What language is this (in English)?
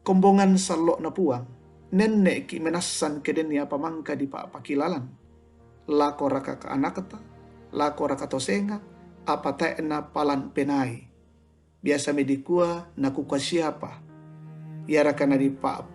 Toraja-Sa'dan